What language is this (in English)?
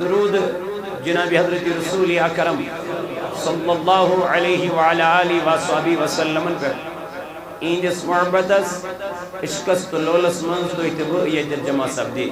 Kashmiri